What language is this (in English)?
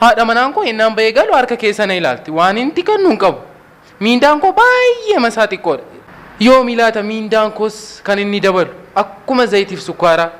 Oromo